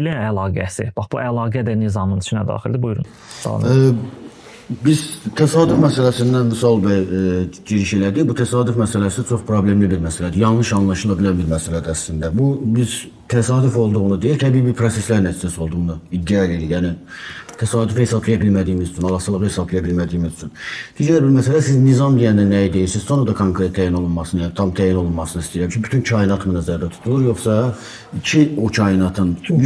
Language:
Azerbaijani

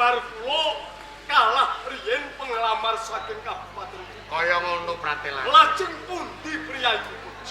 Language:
Javanese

